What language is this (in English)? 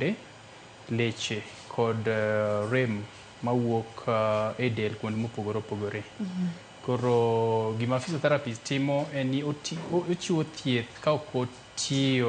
Luo (Kenya and Tanzania)